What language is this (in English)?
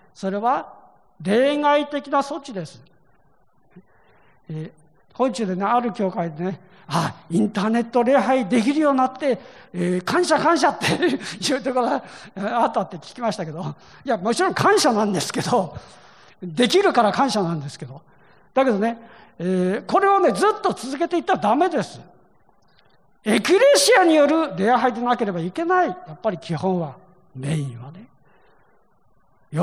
Japanese